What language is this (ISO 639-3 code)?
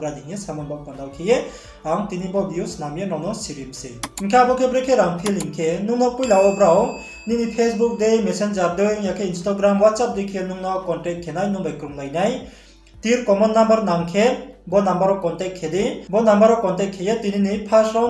ria